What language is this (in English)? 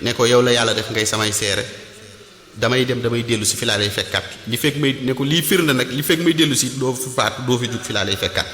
Wolof